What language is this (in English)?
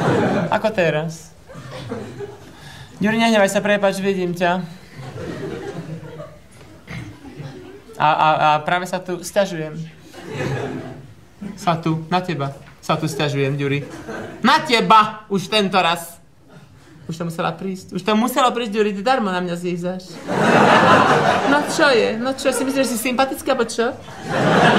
Slovak